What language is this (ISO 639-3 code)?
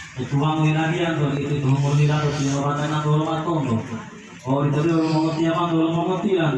gor